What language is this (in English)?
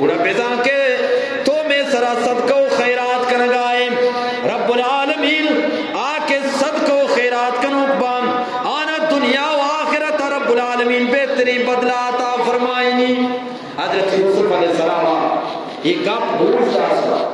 Eastern Balochi